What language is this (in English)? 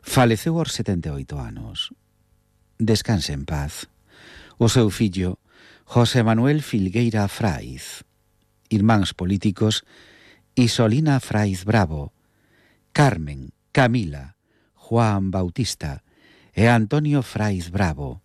Galician